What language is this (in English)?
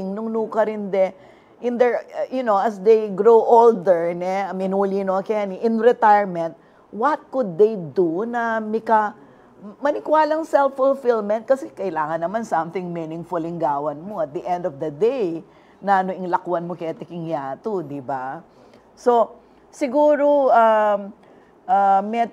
Pampanga